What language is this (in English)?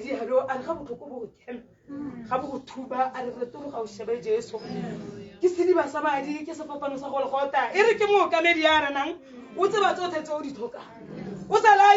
Tswana